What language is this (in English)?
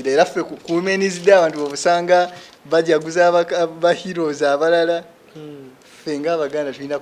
Ganda